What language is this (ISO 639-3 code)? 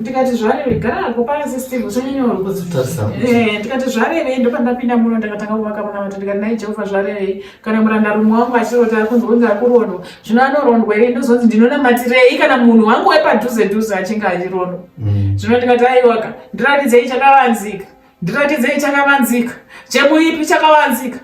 sna